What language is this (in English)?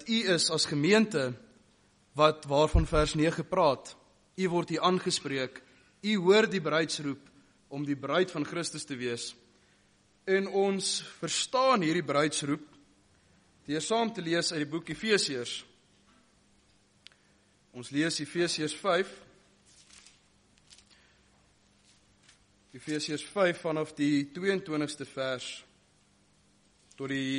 Afrikaans